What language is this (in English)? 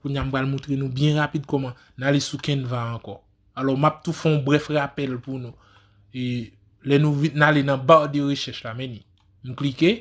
Haitian Creole